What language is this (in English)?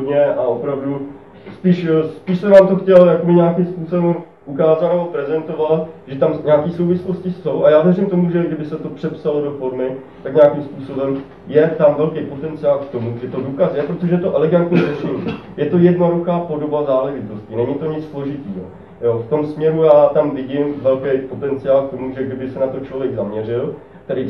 Czech